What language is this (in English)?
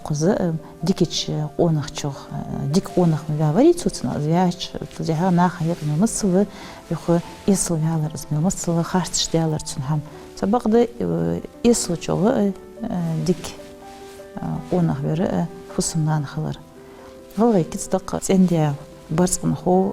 Ingush